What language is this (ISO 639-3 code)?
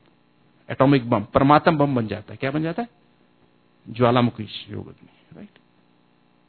hin